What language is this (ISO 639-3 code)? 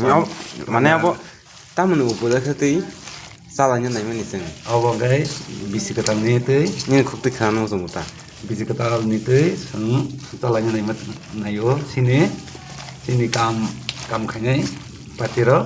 trp